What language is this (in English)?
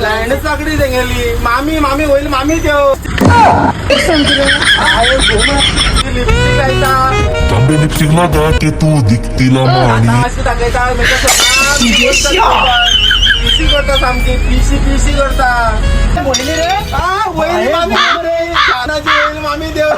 Konkani